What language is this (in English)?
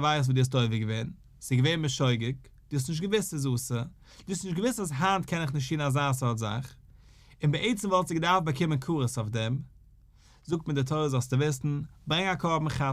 Yiddish